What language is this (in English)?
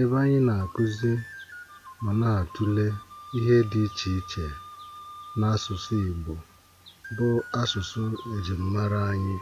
Igbo